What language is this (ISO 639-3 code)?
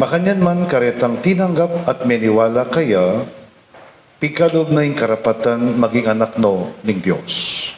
pam